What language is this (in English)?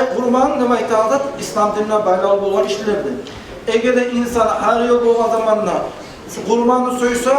Kumyk